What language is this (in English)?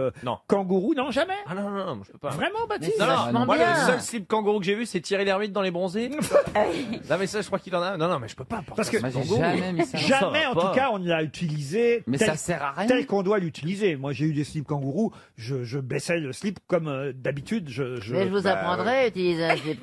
French